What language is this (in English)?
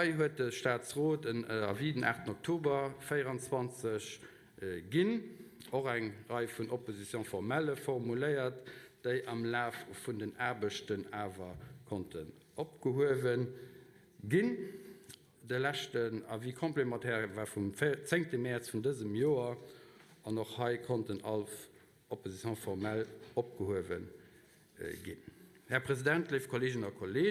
Luxembourgish